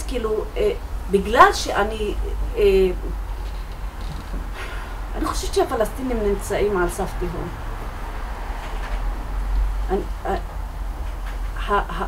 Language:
Hebrew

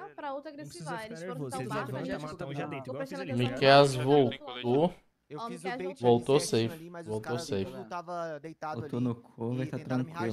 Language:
Portuguese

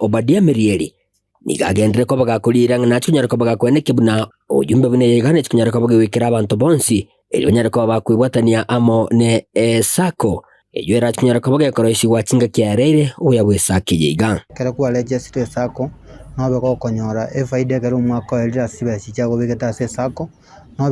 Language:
Gusii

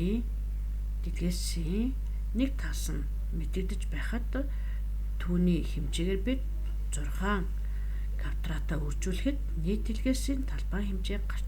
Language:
Mongolian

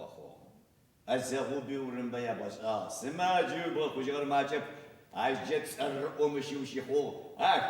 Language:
Adyghe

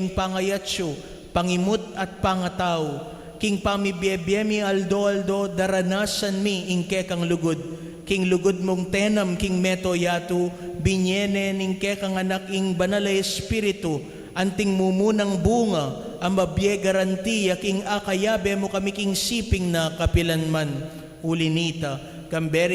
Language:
Pampanga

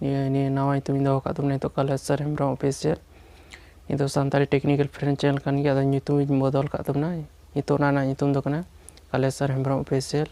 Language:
Santali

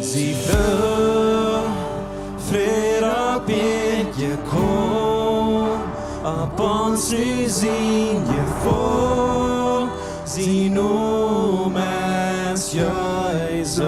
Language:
Plautdietsch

